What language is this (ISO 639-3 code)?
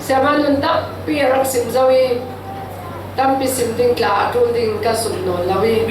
cfm